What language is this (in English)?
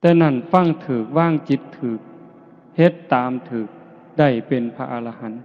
Northeastern Thai